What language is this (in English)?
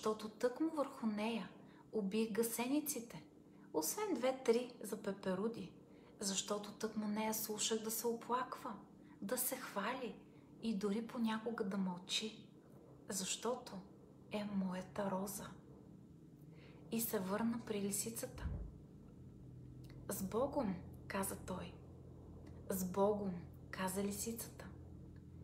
Bulgarian